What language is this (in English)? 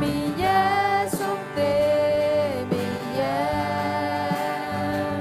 Akha